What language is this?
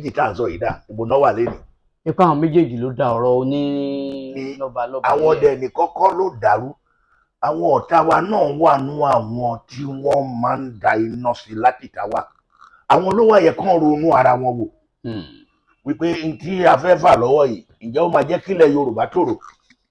Yoruba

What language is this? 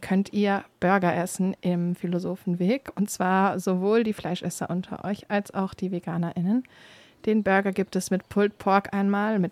German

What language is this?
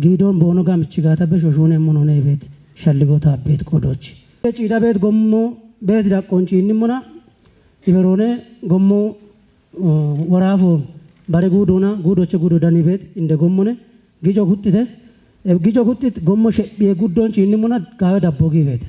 Kafa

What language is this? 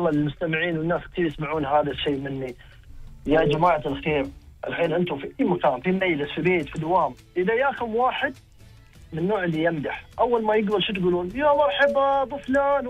Gulf Arabic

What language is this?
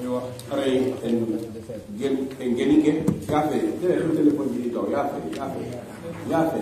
Fula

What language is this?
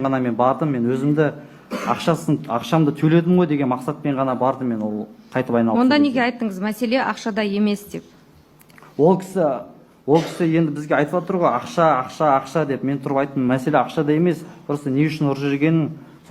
Kazakh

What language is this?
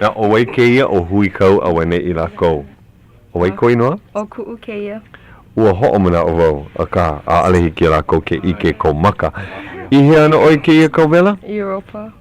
Hawaiian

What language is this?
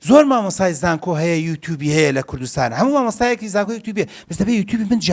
Central Kurdish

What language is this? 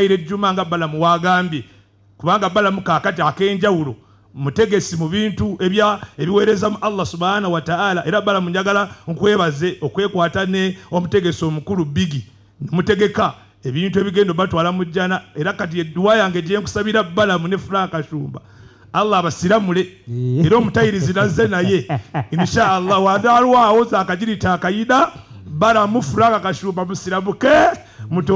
Ganda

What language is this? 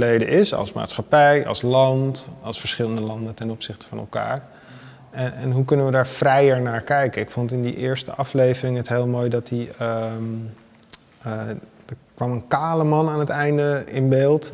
Dutch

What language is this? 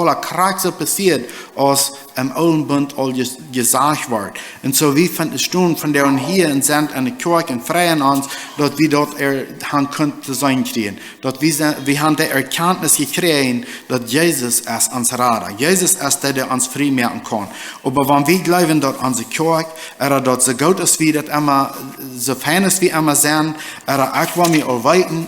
Plautdietsch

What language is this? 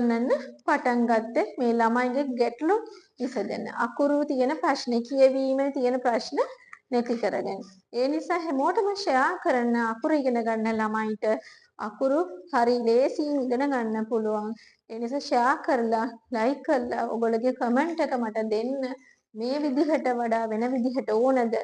Sinhala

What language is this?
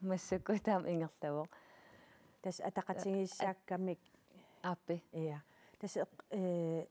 Kalaallisut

